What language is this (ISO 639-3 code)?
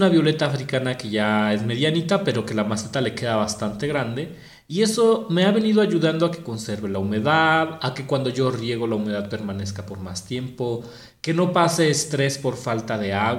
spa